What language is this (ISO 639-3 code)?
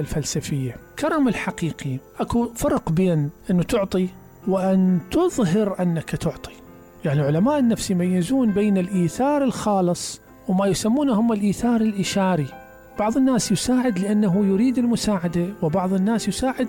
acm